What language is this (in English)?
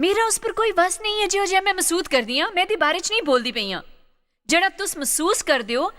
Dogri